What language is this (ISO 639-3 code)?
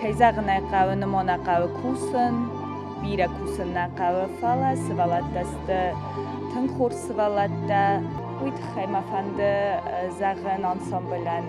oss